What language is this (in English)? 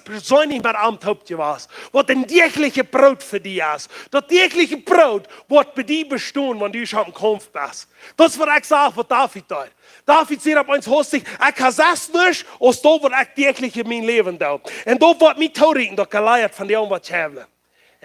Plautdietsch